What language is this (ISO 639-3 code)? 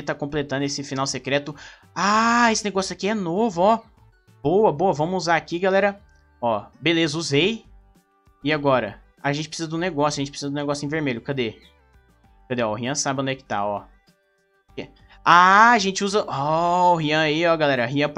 por